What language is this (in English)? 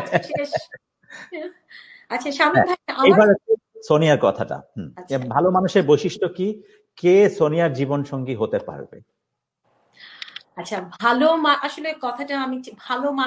Bangla